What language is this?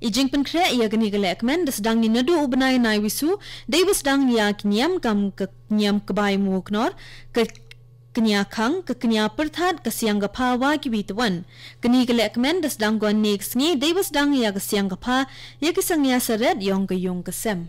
Khasi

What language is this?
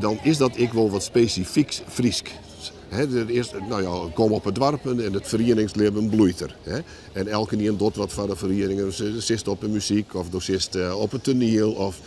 Western Frisian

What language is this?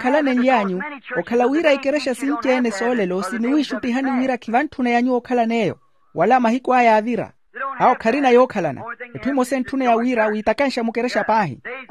Makhuwa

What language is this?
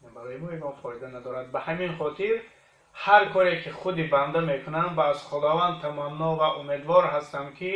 Tajik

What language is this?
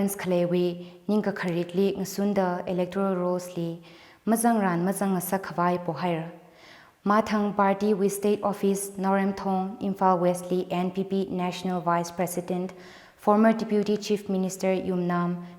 Tangkhul Naga (India)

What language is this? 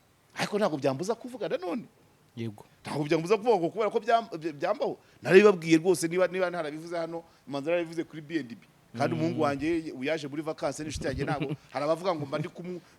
Kinyarwanda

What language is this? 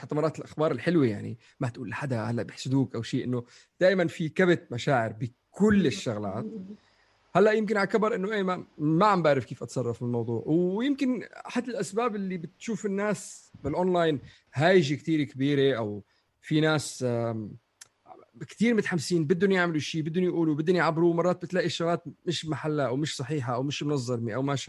North Levantine Arabic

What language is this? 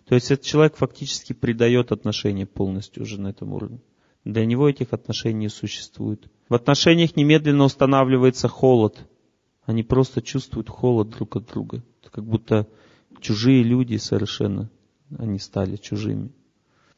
Russian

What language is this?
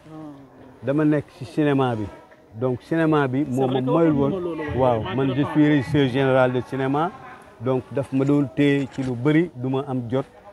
Wolof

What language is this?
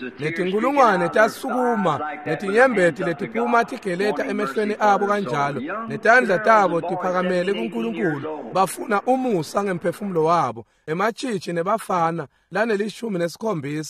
Swati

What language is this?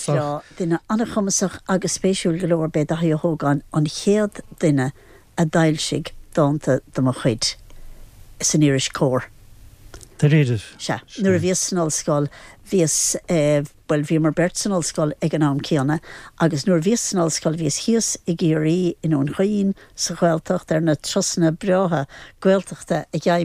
Irish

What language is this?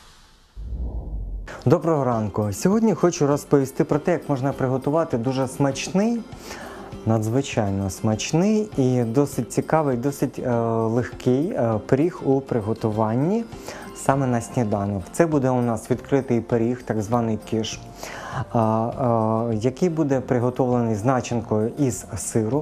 Ukrainian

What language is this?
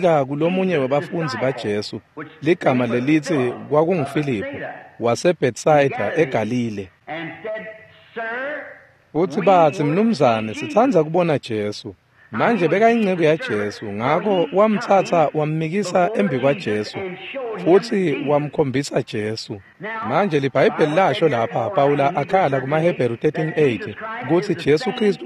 Swati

